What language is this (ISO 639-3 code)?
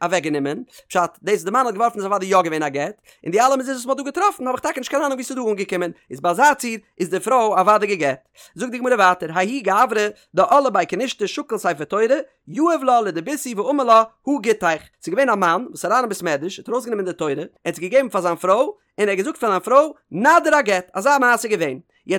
yid